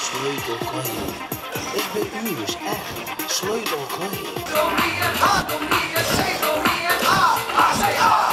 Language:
Western Frisian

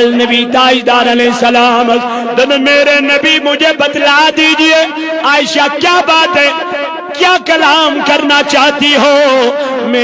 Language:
Kashmiri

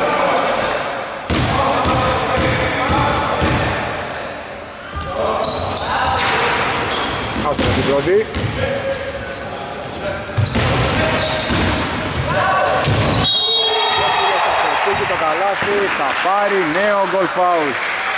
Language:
Greek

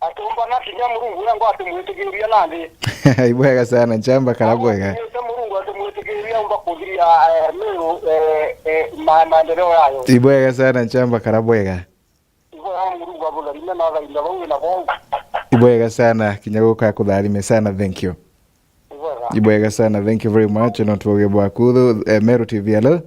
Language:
Meru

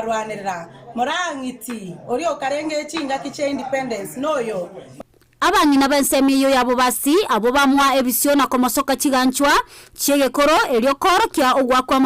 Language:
Gusii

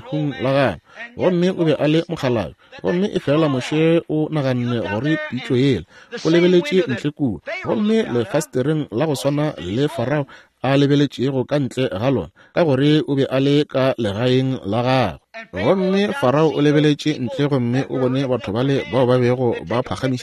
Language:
Northern Sotho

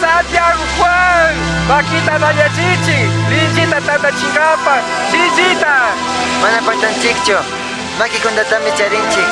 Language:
Chimborazo Highland Quichua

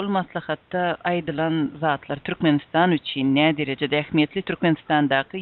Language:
Turkmen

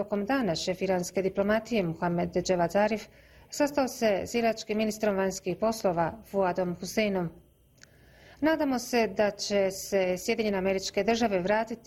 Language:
Bosnian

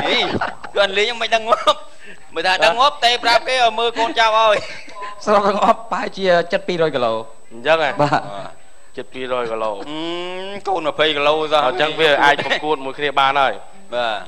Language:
Khmer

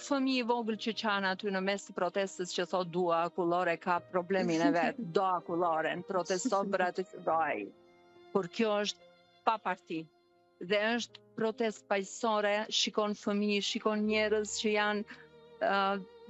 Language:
Albanian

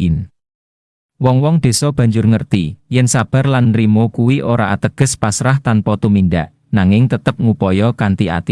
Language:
Javanese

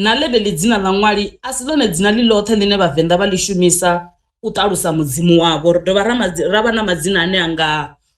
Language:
Venda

